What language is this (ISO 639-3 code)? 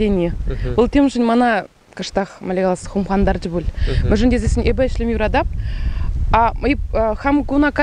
chv